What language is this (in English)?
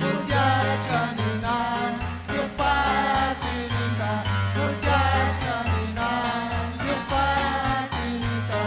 Ayacucho Quechua